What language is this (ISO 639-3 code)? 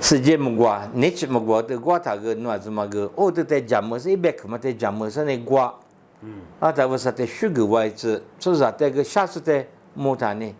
lis